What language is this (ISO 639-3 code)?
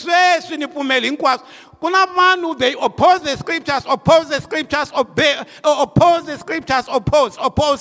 tso